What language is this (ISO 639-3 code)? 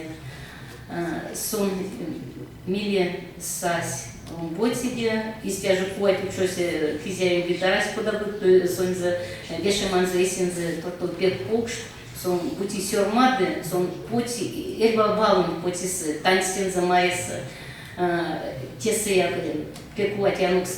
myv